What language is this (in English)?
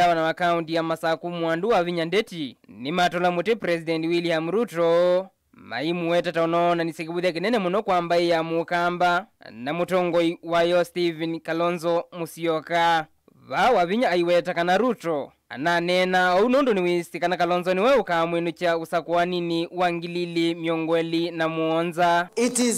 Kamba